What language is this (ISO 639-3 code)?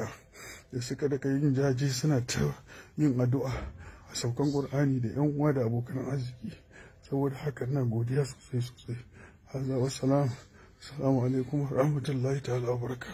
hau